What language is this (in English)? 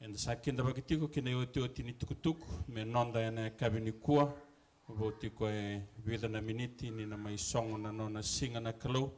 Fijian